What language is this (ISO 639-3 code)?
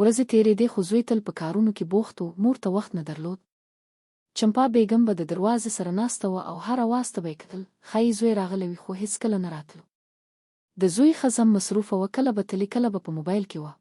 pus